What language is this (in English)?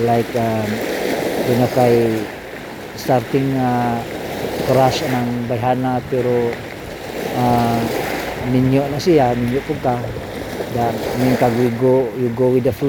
Cebuano